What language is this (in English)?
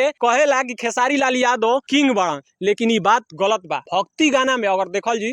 Bhojpuri